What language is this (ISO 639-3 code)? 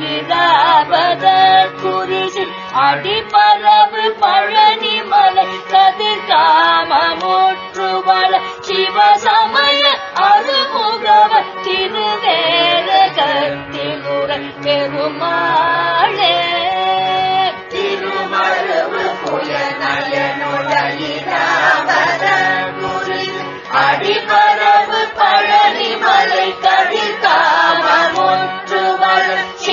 tam